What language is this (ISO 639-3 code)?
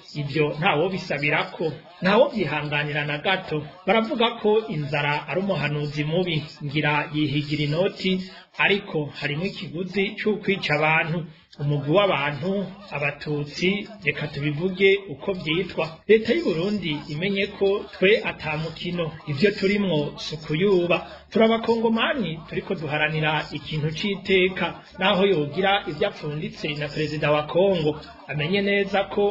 run